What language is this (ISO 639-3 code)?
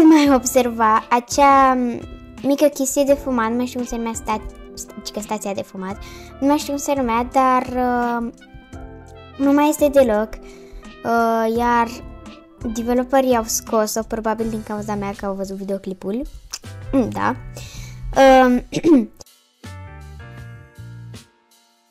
ron